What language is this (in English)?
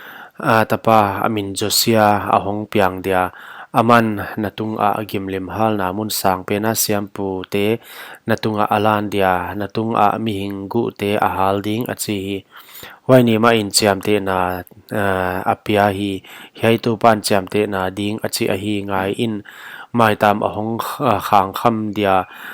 Paite Chin